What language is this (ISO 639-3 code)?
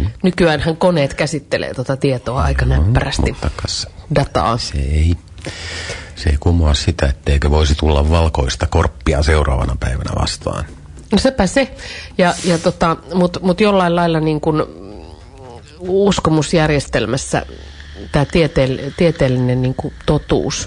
fin